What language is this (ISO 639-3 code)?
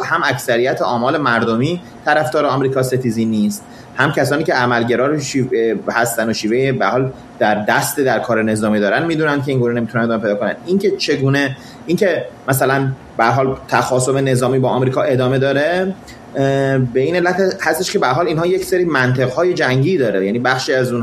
fas